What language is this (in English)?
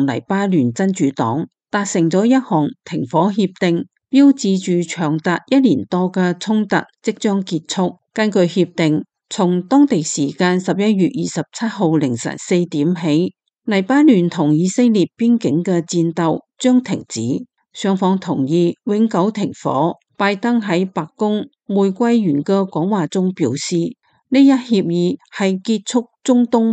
Cantonese